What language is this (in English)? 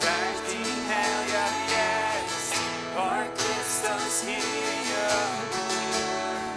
Plautdietsch